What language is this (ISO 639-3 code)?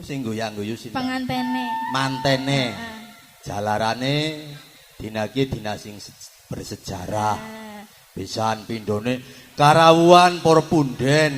jav